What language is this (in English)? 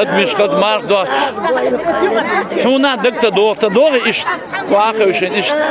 Chechen